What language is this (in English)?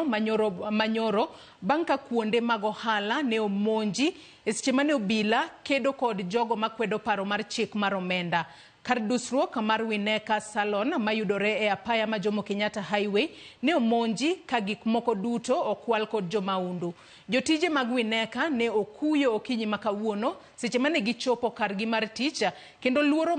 Luo (Kenya and Tanzania)